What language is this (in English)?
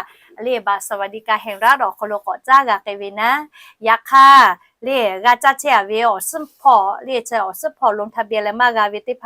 Lahu